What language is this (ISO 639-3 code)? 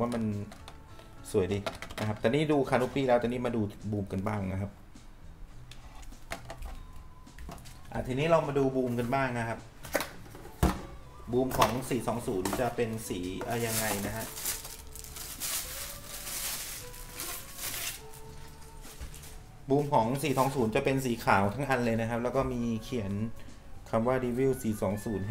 tha